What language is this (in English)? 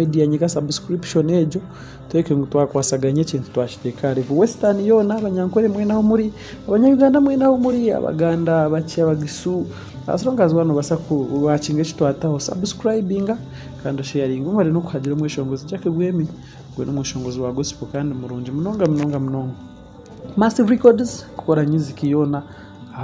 Nyankole